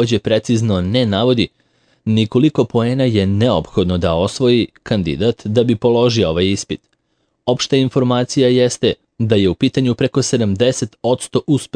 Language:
Serbian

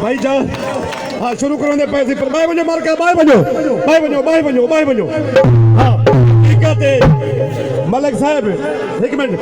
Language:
Saraiki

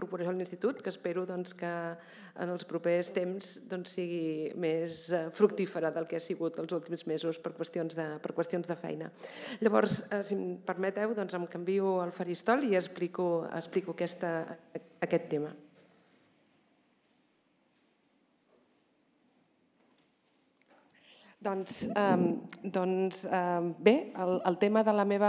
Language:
Catalan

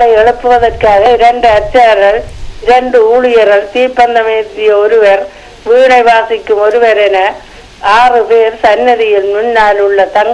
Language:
Tamil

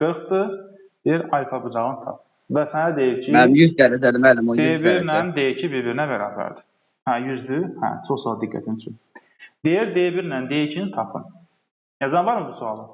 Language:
Azerbaijani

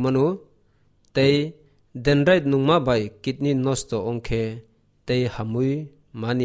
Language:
Kok Borok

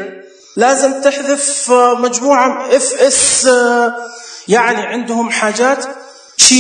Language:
Najdi Arabic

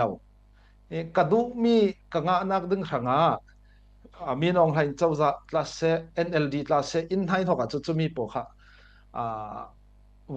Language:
Falam Chin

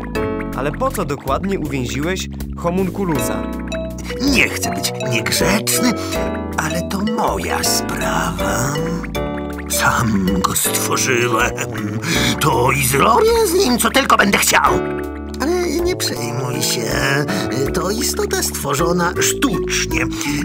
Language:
Polish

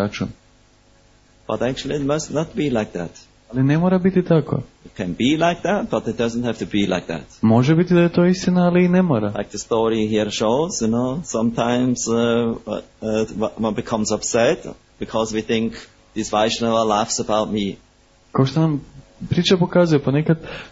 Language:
Croatian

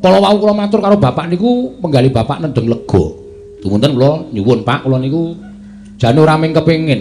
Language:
Javanese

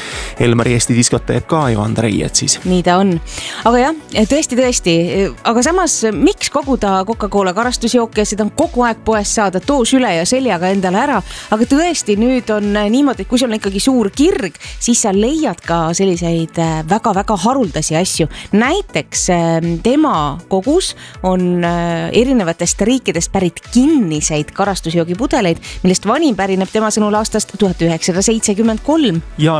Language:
Estonian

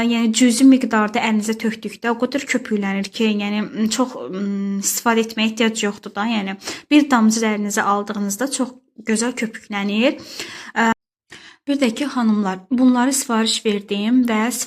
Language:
Azerbaijani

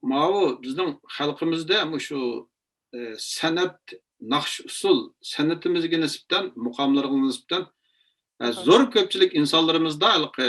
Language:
Uyghur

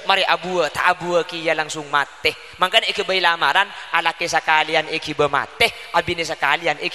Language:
Madurese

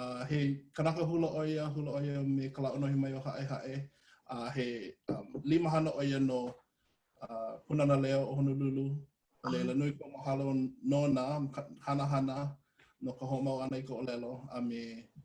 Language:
Hawaiian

